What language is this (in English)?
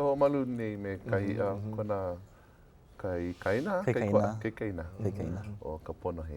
Hawaiian